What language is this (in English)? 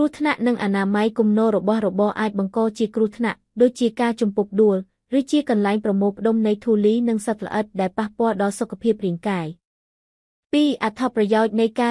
Khmer